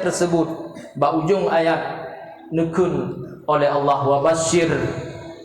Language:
Achinese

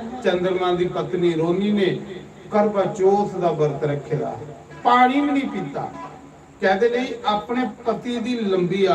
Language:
Dogri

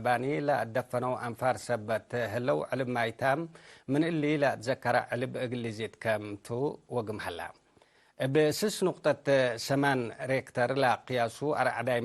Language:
Tigre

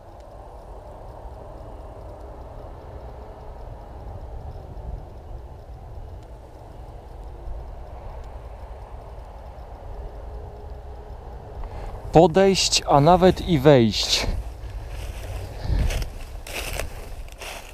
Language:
Polish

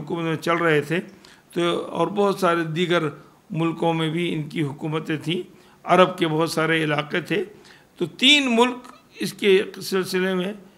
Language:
Urdu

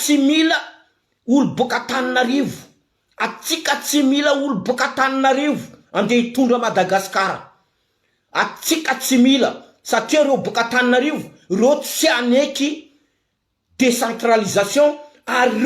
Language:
Malagasy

